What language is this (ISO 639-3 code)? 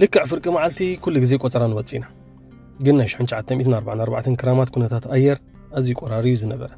tir